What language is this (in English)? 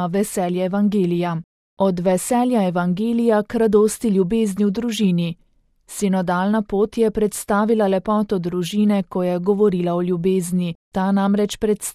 Slovenian